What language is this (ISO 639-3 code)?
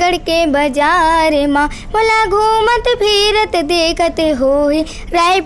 hne